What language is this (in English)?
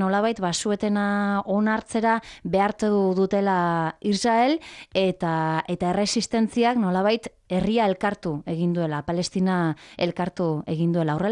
Basque